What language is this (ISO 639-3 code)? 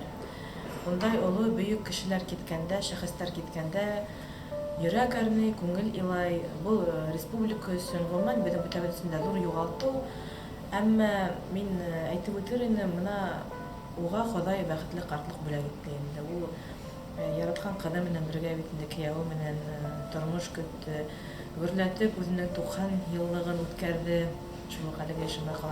bak